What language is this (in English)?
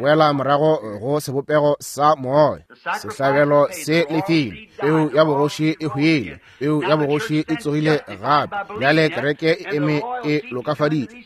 Northern Sotho